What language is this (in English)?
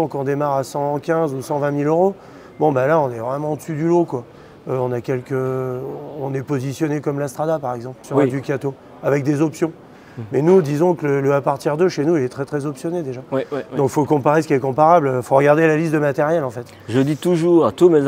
French